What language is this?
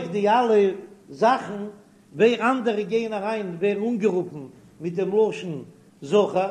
Yiddish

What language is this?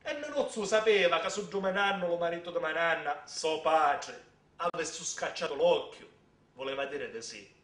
Sicilian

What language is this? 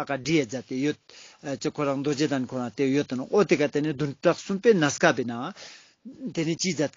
Ladakhi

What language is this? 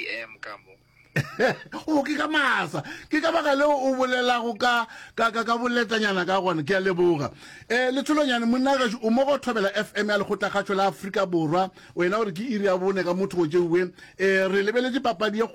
Northern Sotho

